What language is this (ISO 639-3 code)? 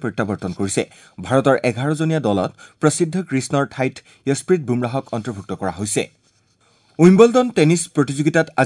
asm